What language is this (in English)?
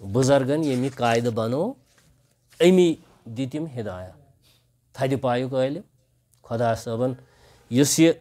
Kashmiri